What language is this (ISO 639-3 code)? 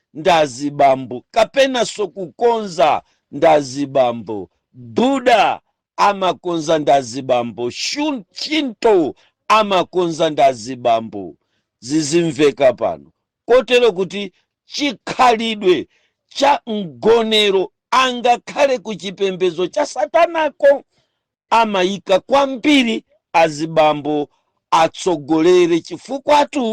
nya